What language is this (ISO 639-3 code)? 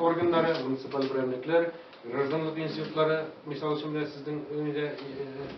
tat